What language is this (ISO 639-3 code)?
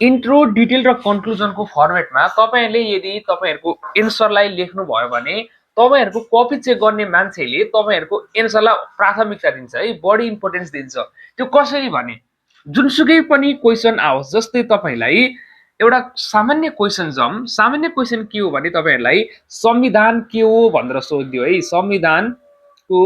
nep